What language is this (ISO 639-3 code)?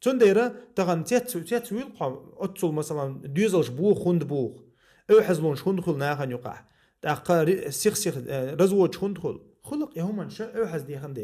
che